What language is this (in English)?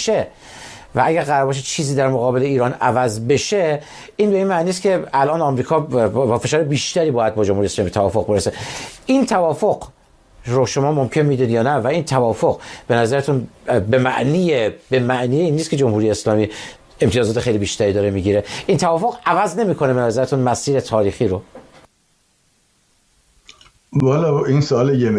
Persian